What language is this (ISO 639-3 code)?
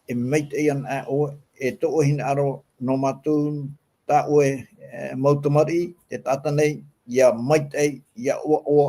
tah